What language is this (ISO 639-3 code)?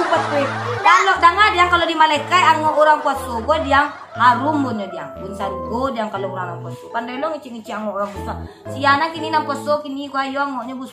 min